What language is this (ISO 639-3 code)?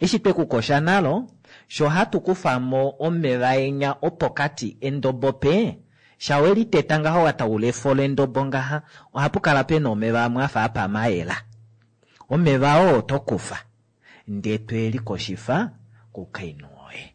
kua